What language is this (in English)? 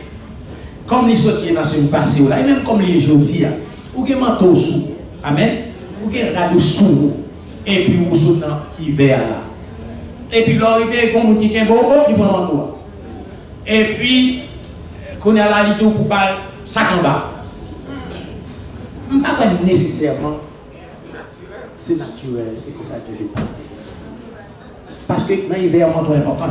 French